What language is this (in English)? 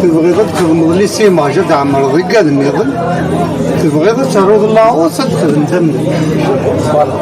Kabyle